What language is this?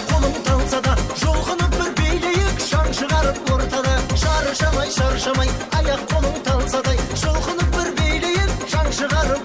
Kara-Kalpak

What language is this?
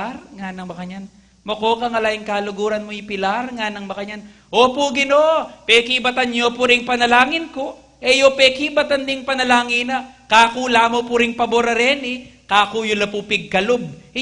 Pampanga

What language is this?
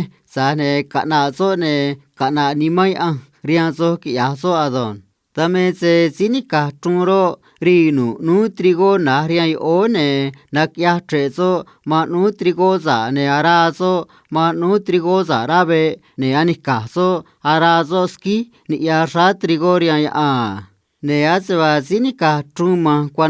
Copala Triqui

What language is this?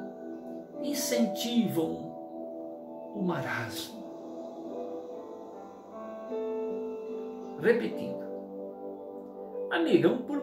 Portuguese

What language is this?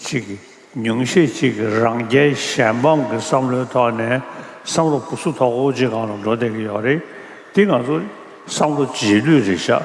Tibetan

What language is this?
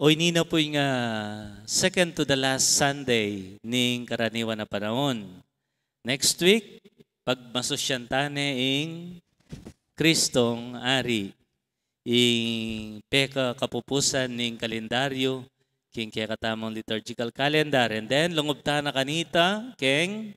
Pampanga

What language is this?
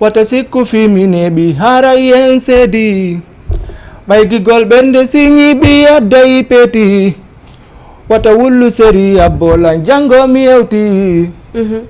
Fula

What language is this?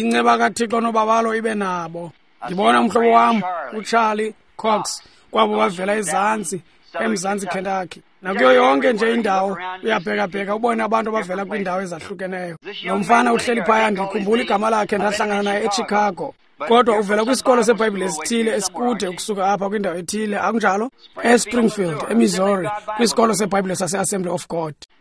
Xhosa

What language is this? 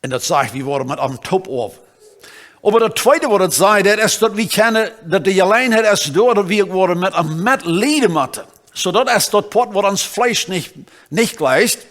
Plautdietsch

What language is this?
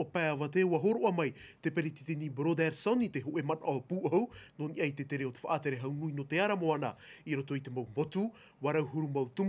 Tahitian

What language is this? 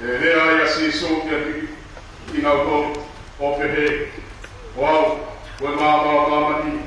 Tongan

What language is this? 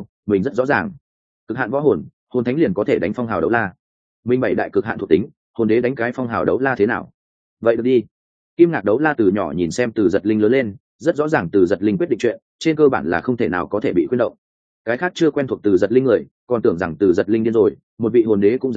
Vietnamese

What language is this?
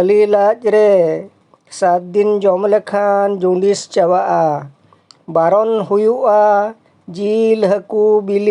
Santali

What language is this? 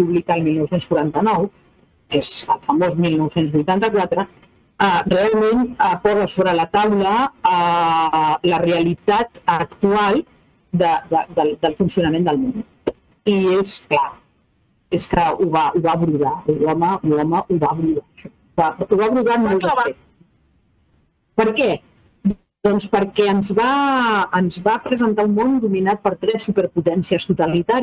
Catalan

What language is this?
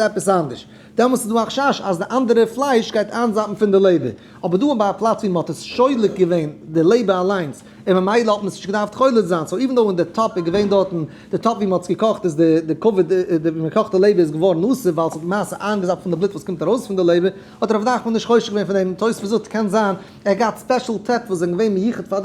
Yiddish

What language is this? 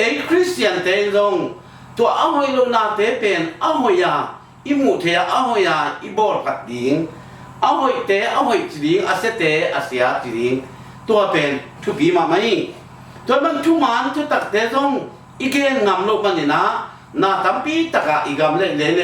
Tedim Chin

